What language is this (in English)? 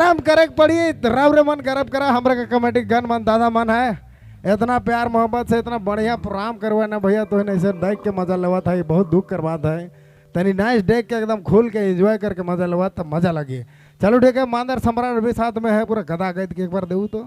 Sadri